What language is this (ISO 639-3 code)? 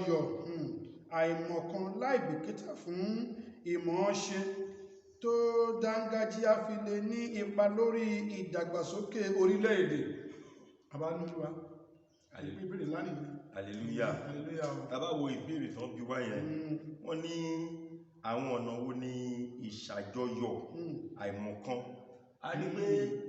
yor